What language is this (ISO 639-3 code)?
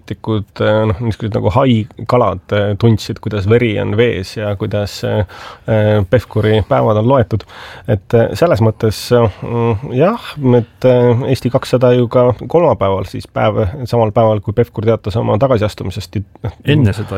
est